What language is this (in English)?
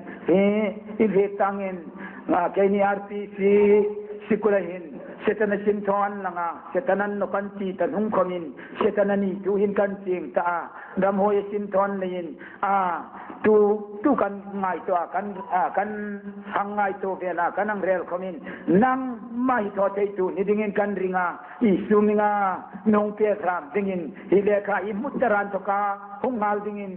Hmar